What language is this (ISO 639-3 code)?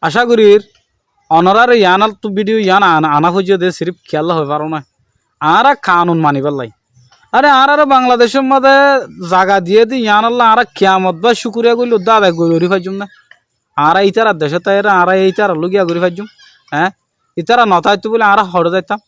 rhg